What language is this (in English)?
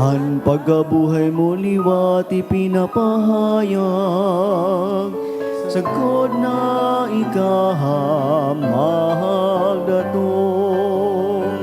Bikol